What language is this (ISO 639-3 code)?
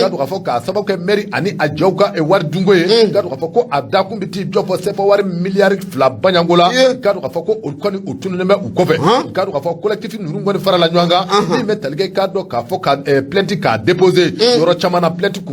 bam